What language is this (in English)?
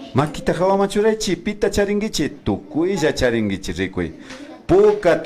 Imbabura Highland Quichua